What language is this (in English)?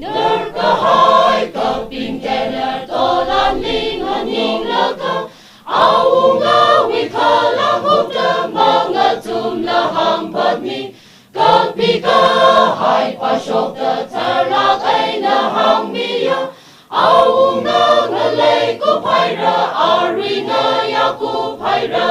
Tangkhul Naga (India)